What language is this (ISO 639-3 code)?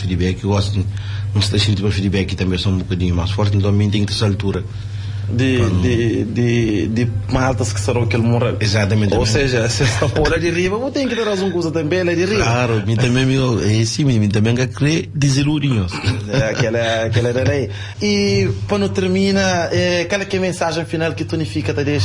kea